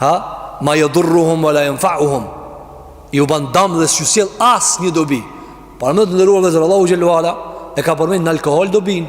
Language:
Albanian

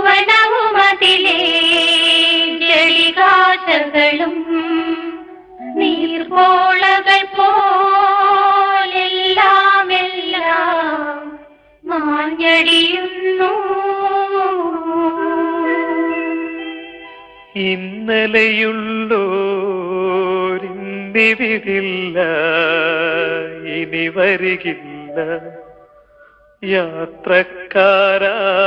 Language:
Malayalam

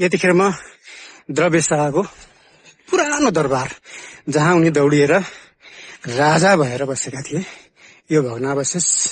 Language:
Nepali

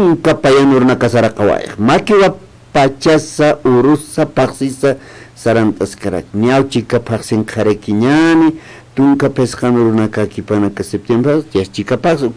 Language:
Aymara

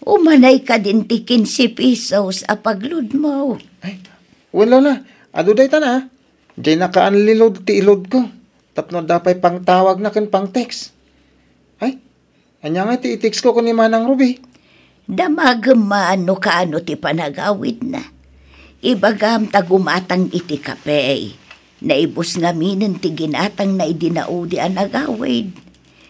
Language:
Iloko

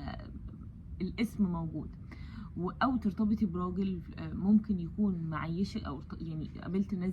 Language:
Egyptian Arabic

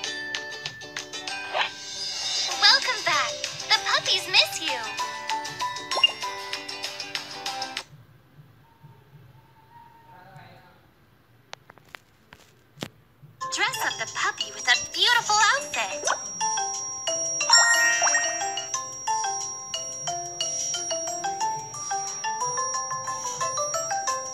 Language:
English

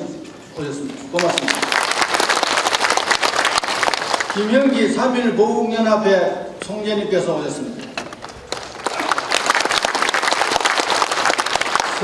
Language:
Korean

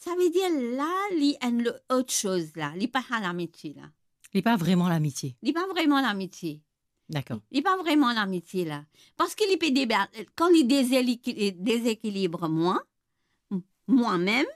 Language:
Morisyen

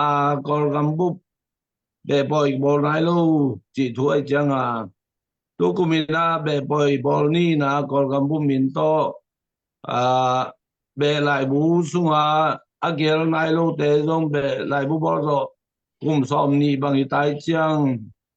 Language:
Tedim Chin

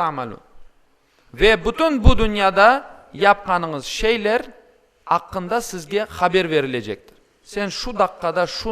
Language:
Crimean Tatar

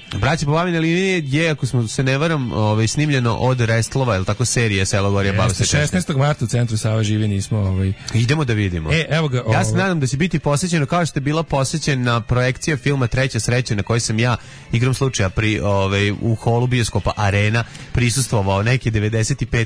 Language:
Serbian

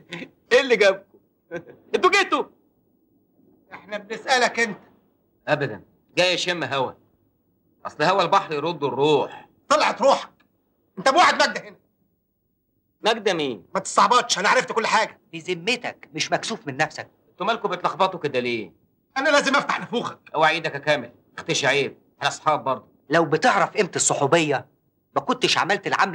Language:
Egyptian Arabic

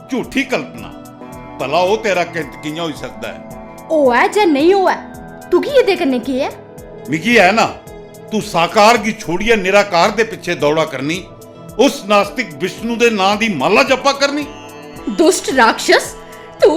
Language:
Dogri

